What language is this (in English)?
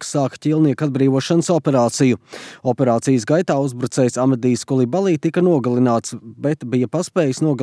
Latvian